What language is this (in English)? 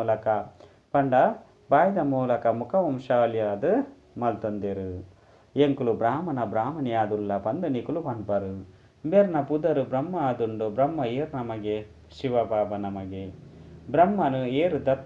Tulu